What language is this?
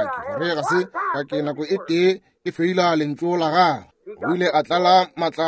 Northern Sotho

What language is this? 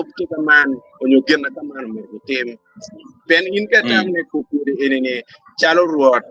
Acoli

